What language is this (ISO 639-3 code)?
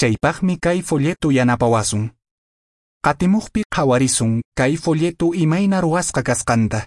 que